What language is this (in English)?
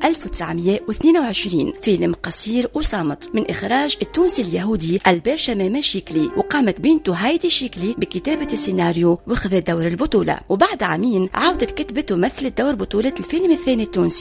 Tunisian Arabic